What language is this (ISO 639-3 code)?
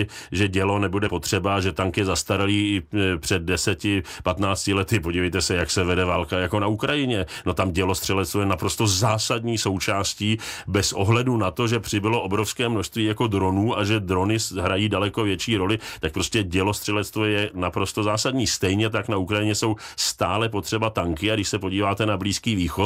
ces